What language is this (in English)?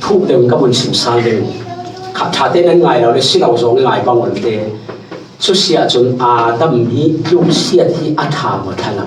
Falam Chin